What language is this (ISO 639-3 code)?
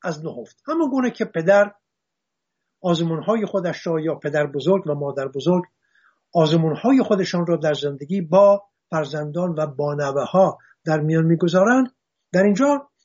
fas